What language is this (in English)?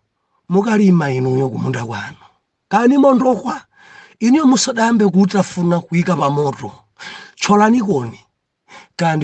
Nyanja